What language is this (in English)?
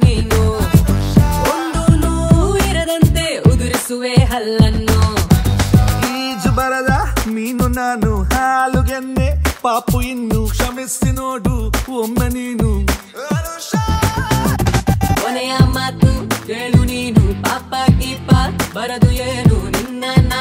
Kannada